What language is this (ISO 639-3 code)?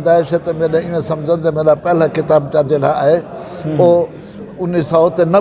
skr